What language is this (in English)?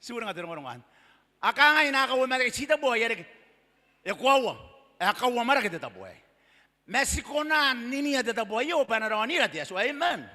Gilbertese